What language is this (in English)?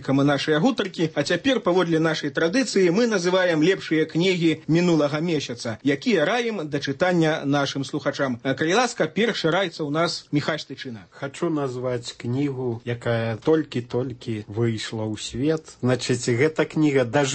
Belarusian